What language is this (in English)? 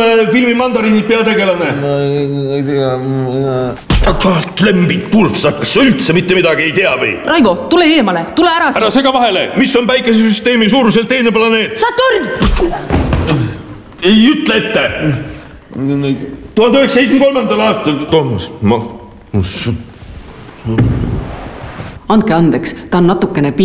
Estonian